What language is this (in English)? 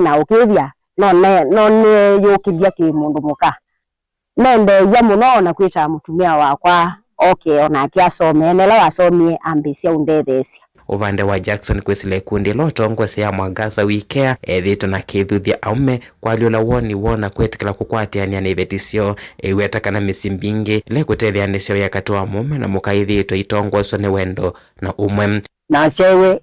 Kamba